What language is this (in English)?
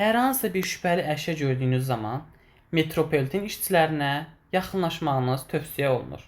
Azerbaijani